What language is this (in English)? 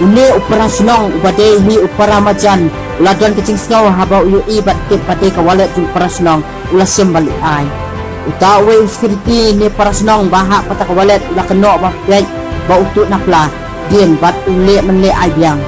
Khasi